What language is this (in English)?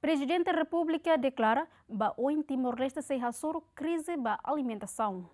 Tetum